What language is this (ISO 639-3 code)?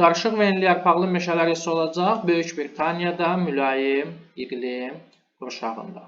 aze